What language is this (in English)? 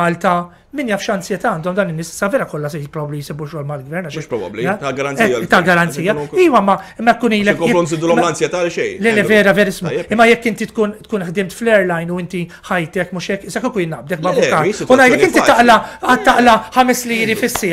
Maltese